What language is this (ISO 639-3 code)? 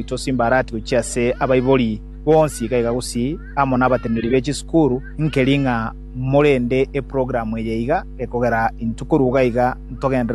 guz